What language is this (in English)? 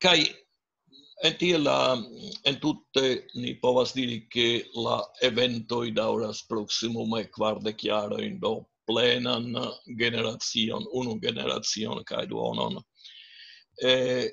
Esperanto